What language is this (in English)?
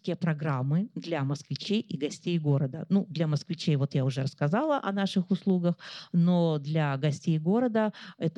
Russian